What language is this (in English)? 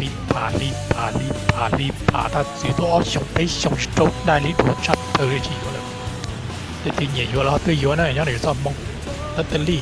Hmong